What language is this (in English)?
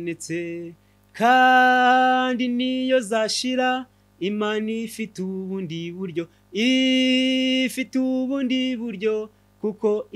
Kinyarwanda